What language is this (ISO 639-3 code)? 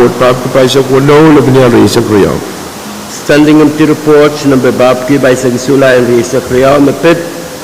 pon